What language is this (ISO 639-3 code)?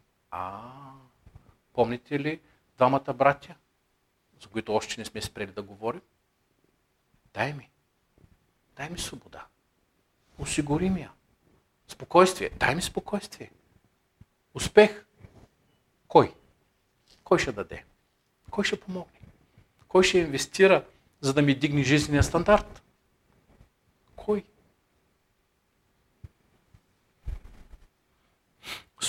bul